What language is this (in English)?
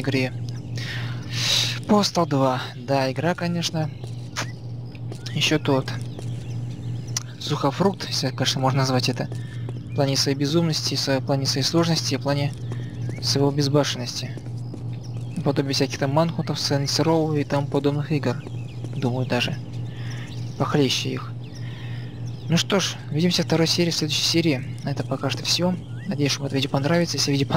Russian